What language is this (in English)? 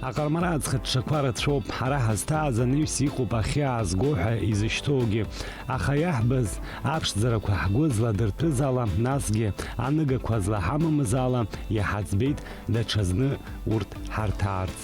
Abkhazian